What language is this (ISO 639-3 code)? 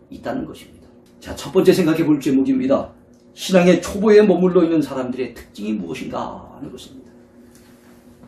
kor